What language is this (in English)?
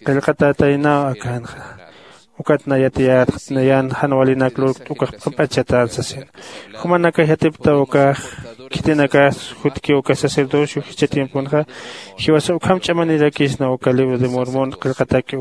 Aymara